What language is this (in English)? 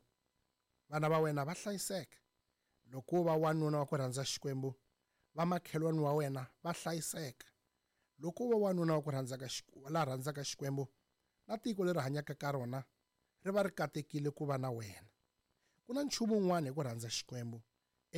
Tsonga